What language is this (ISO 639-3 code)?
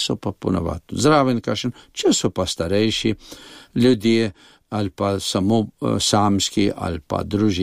slv